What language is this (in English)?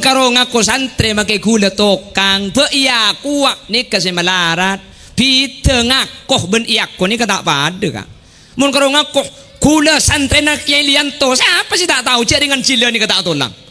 Madurese